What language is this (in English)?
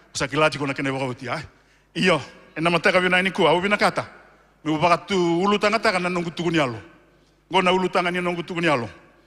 Fijian